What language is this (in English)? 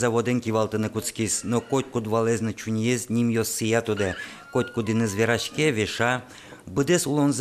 Udmurt